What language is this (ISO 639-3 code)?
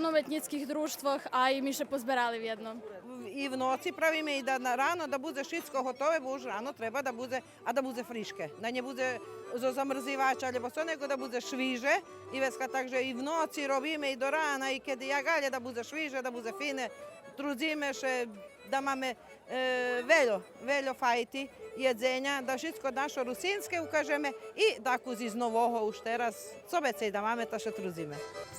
rue